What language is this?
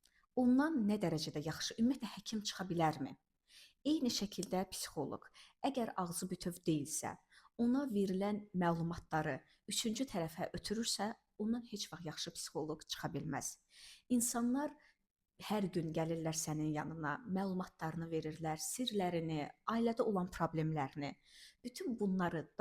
Azerbaijani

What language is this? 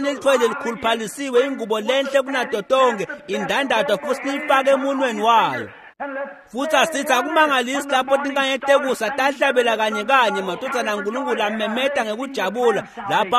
Swati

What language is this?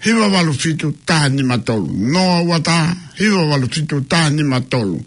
Tongan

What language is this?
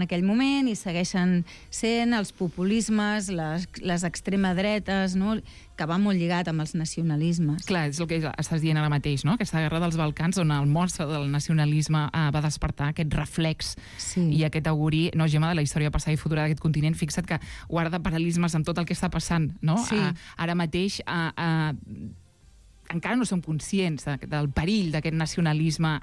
Catalan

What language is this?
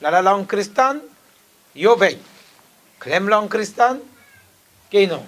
Khasi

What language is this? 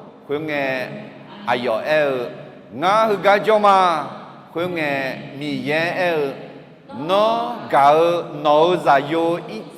Akha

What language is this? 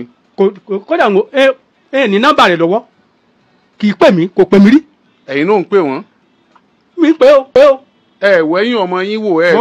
Yoruba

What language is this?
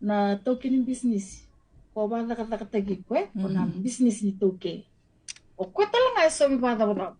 Fijian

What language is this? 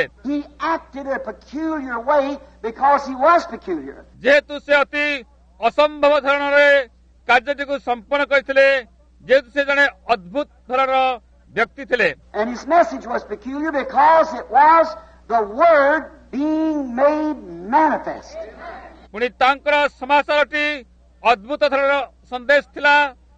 Odia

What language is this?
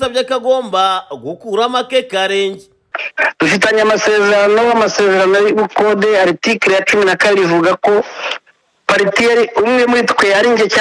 Kinyarwanda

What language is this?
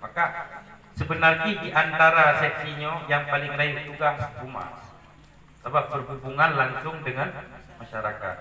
Achinese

